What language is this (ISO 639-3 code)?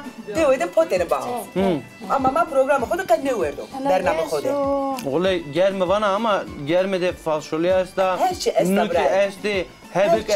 zza